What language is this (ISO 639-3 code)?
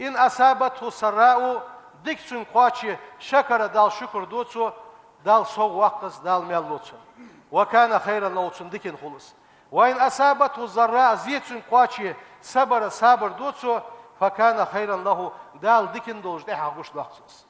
inh